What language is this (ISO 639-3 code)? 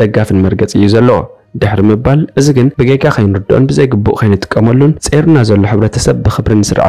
tir